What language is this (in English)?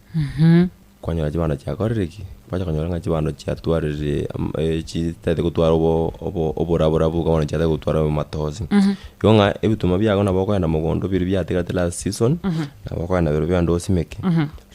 Gusii